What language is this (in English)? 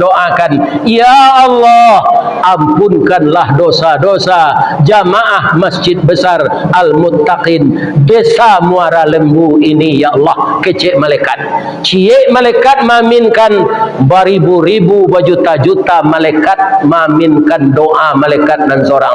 Minangkabau